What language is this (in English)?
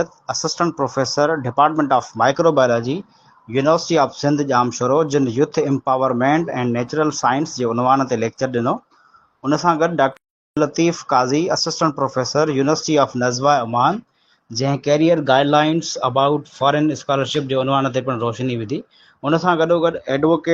Sindhi